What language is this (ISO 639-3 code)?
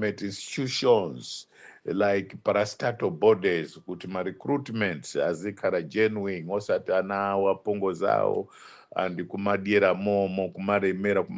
nya